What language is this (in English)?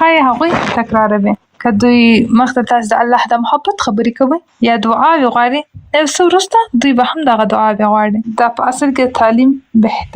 Pashto